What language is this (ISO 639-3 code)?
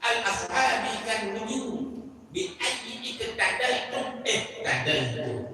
ace